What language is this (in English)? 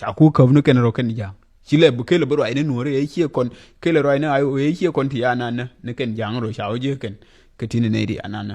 Nuer